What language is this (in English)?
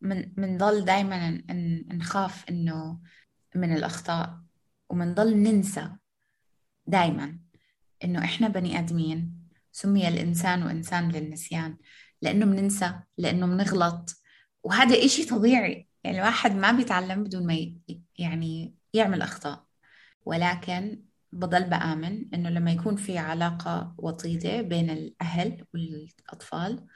North Levantine Arabic